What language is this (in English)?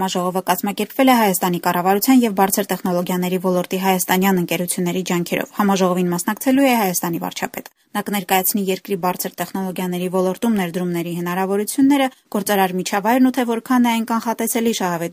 Armenian